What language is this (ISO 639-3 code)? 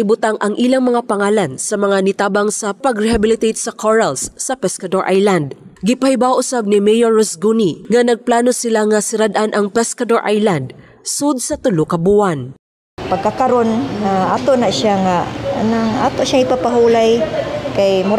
ceb